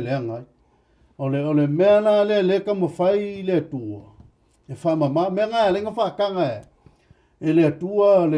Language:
Samoan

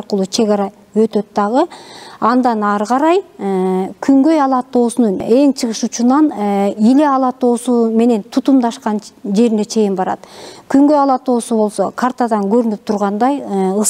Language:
Kyrgyz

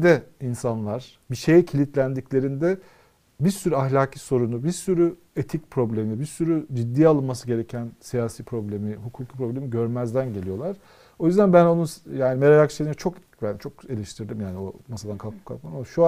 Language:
Turkish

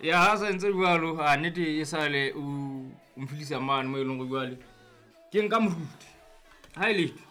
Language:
Southern Sotho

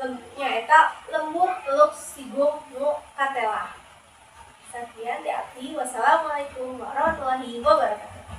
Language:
Sundanese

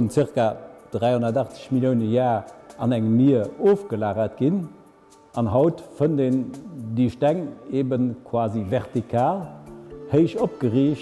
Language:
Luxembourgish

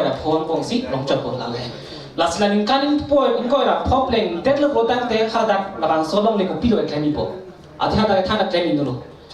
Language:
Karbi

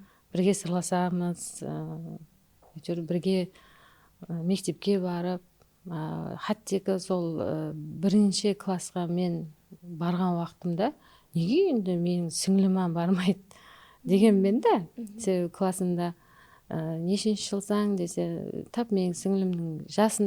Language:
Kara-Kalpak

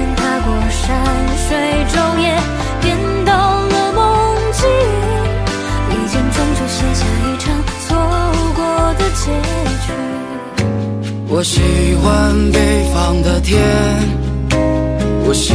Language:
Chinese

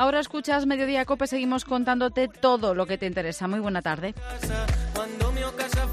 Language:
Galician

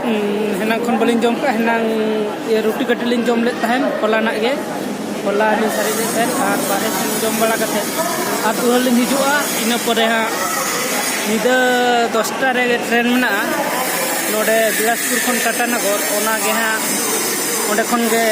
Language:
Santali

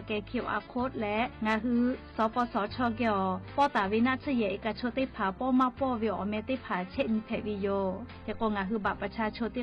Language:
Lahu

